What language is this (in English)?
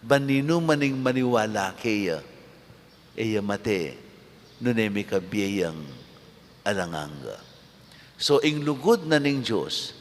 Pampanga